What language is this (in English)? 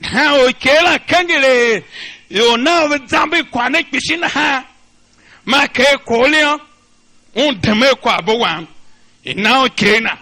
Tiv